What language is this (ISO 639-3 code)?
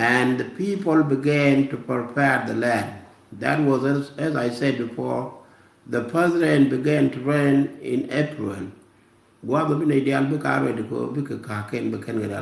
nus